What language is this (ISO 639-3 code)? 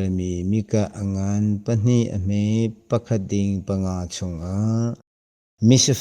cnh